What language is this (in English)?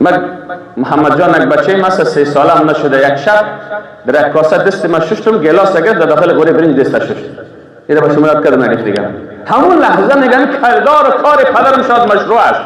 Persian